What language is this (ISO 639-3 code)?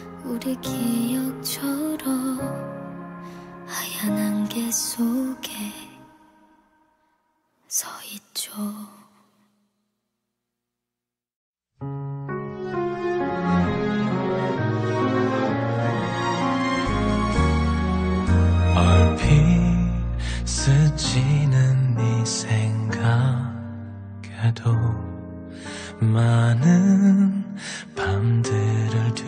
kor